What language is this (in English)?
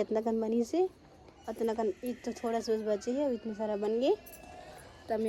Chhattisgarhi